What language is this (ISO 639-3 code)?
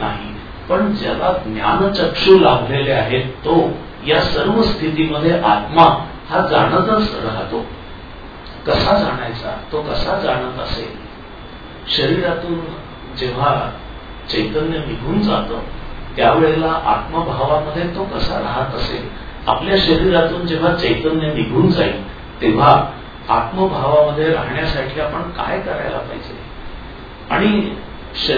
mar